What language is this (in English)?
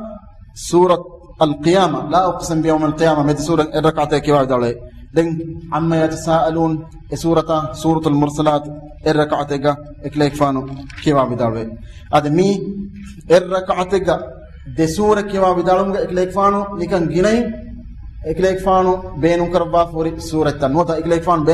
Divehi